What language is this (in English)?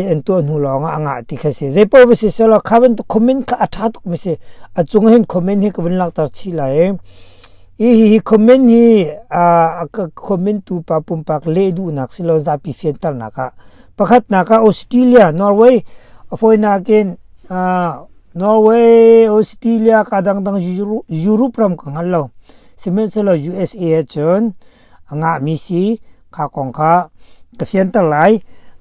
Hakha Chin